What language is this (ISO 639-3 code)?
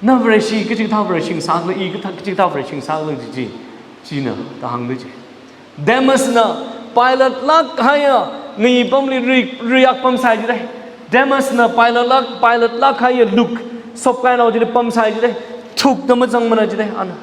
nmf